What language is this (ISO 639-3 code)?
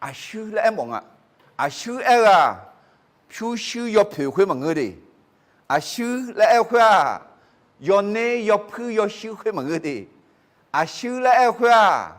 ahk